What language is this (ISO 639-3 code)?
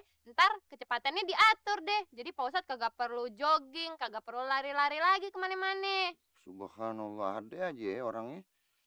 bew